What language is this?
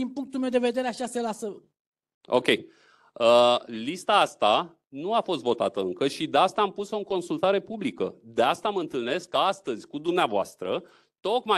Romanian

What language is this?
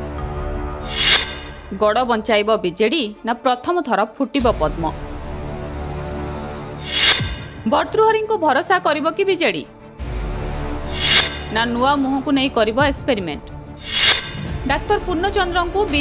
Odia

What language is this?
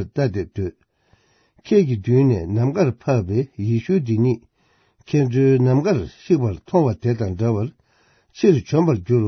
Tibetan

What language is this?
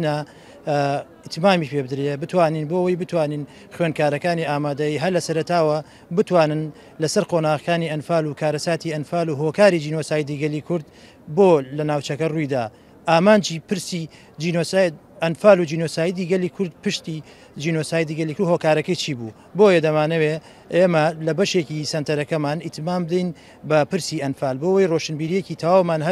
Central Kurdish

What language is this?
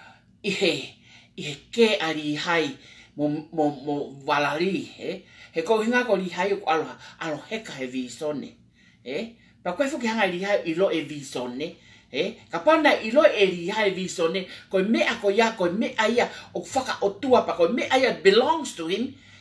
Tongan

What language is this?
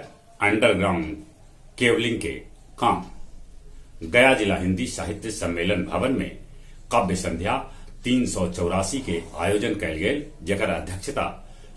Magahi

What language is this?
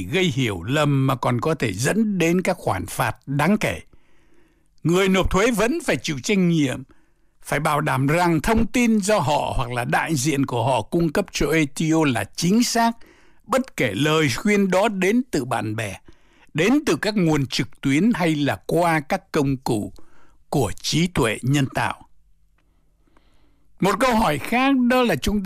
Vietnamese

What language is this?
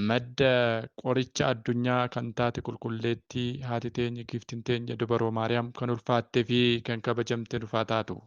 Oromo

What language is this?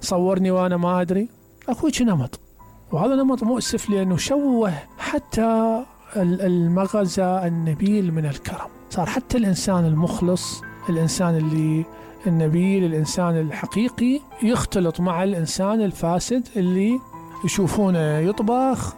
Mesopotamian Arabic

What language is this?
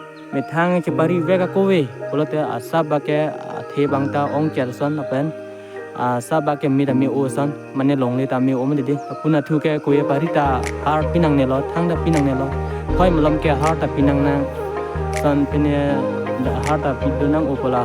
Karbi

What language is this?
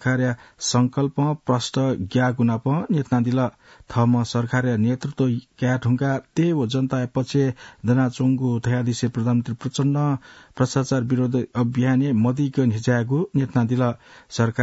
Newari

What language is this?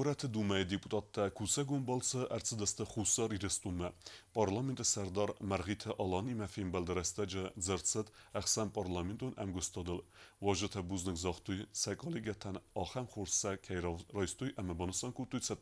Ossetic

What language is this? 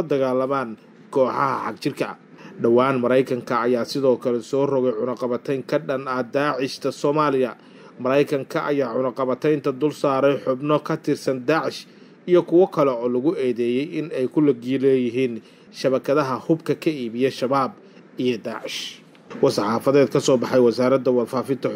Somali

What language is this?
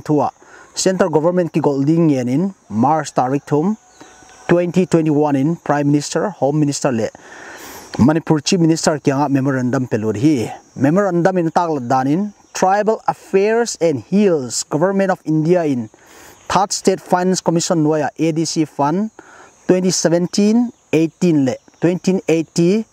Paite Chin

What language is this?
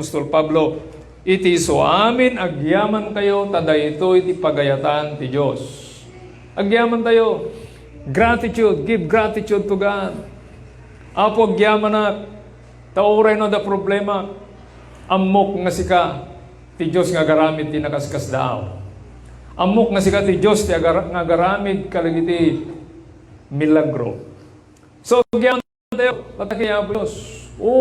Iloko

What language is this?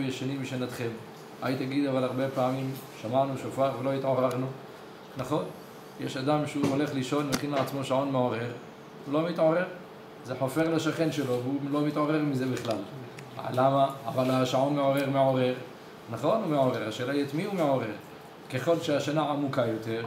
Hebrew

